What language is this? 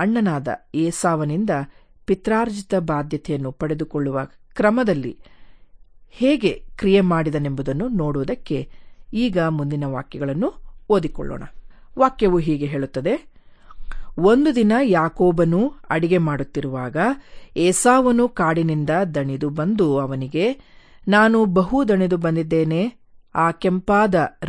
Kannada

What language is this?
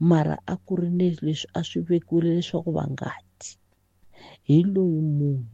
Tsonga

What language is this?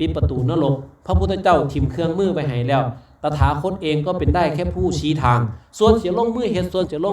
Lao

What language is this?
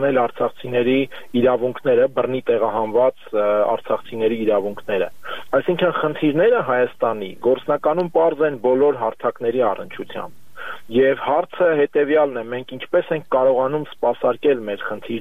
Armenian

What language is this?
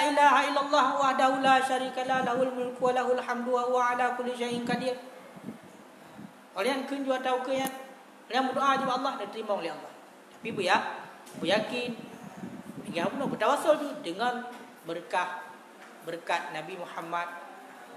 Malay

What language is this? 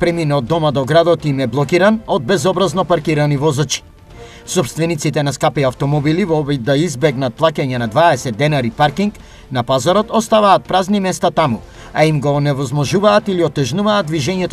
Macedonian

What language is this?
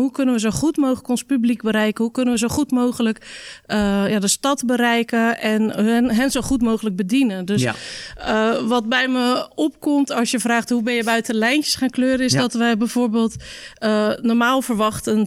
Dutch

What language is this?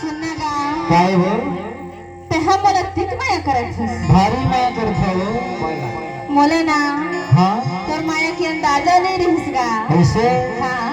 Chhattisgarhi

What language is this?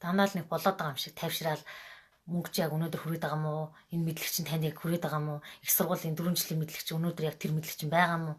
Mongolian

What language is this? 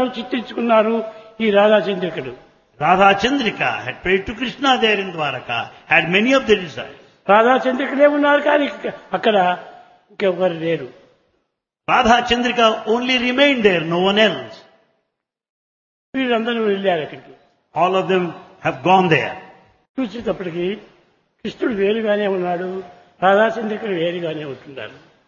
Telugu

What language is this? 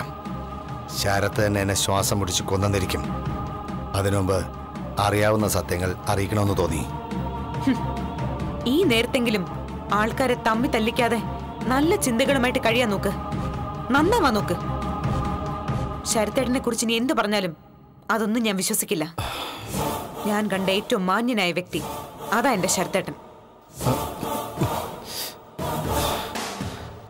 Malayalam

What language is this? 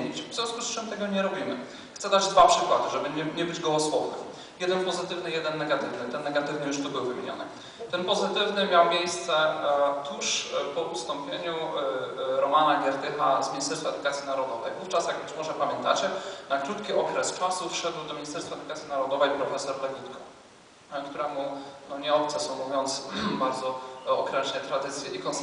Polish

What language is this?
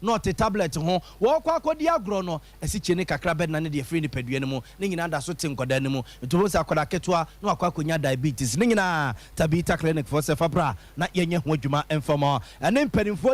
Akan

